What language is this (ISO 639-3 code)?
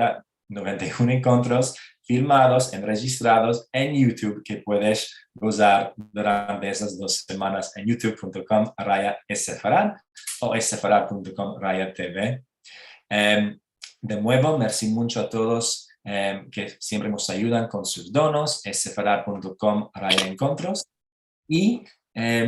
lad